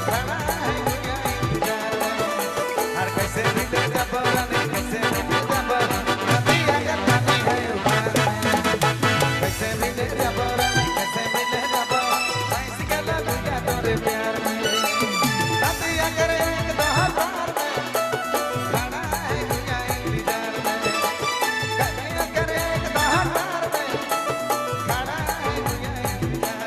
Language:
Sadri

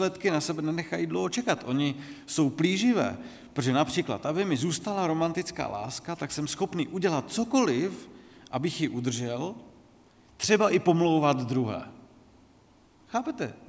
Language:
Czech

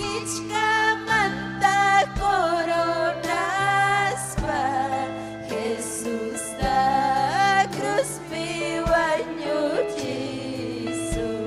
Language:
Ayacucho Quechua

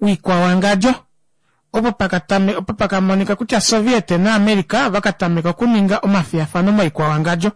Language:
Kuanyama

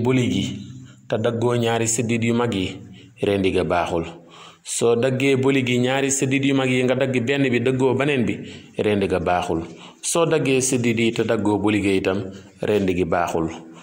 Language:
Wolof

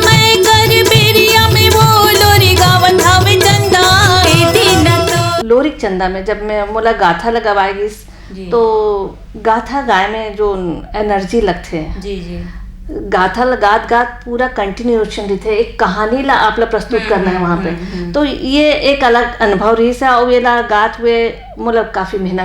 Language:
Chhattisgarhi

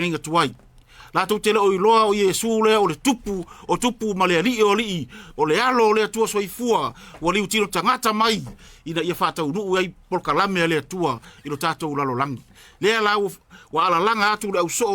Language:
Samoan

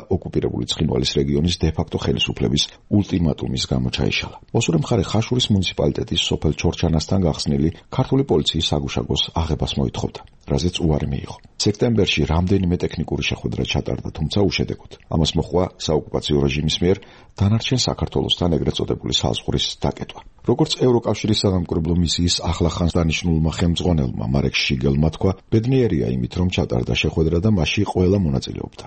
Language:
Georgian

